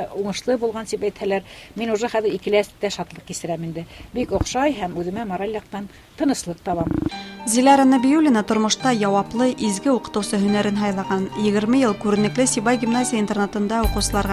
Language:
Bashkir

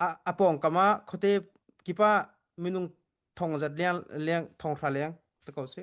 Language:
Hakha Chin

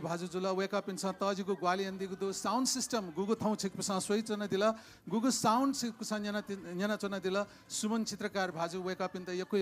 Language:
Newari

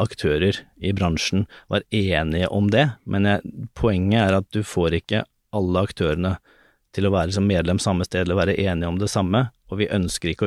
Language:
Norwegian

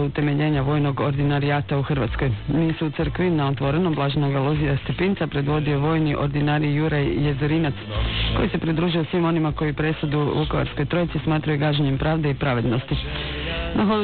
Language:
Croatian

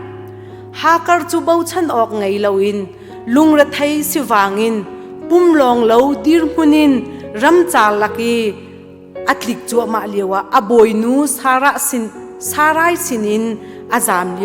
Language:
Hakha Chin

